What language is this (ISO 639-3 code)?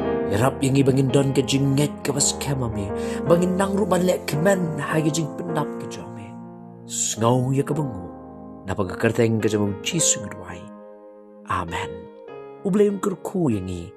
kha